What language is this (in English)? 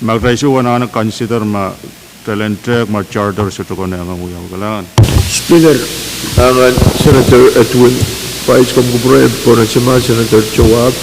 Pohnpeian